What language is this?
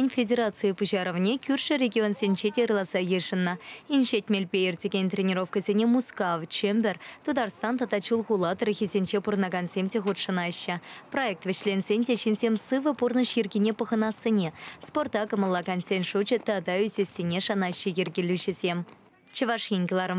Chuvash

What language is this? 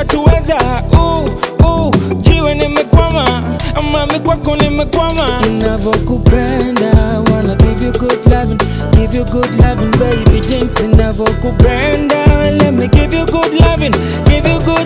Swahili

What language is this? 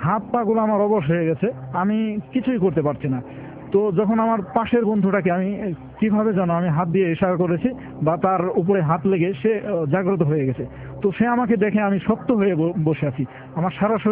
Bangla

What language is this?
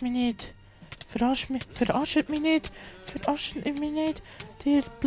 Swiss German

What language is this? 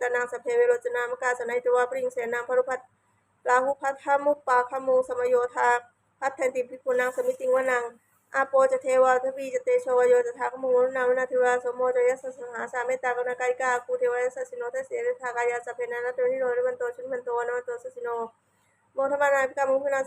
Pali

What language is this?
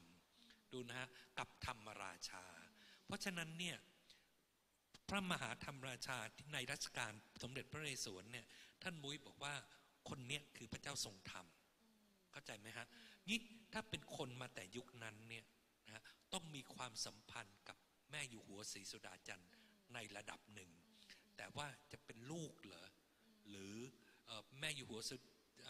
Thai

